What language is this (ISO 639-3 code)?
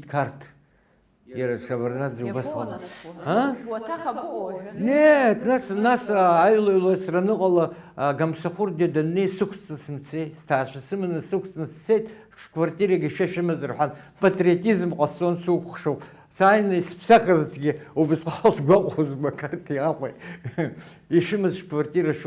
abk